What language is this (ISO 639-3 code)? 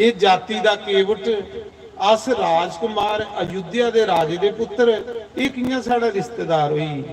doi